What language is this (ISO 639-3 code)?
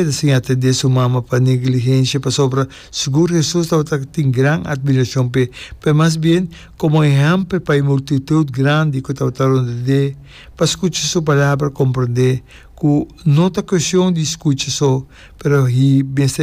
pap